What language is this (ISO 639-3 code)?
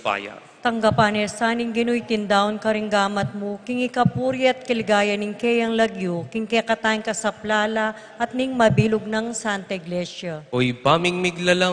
pam